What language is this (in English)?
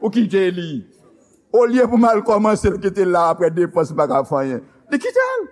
Haitian Creole